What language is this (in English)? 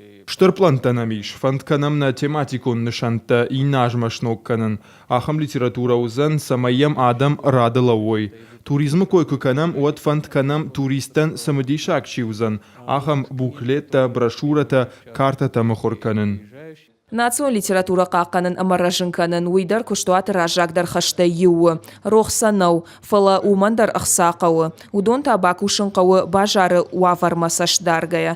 Ossetic